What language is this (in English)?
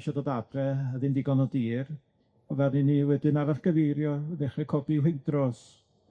Welsh